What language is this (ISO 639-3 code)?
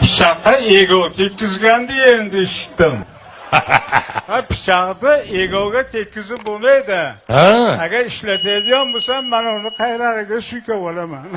uzb